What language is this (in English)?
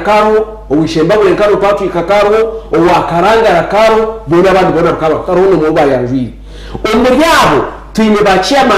Nyankole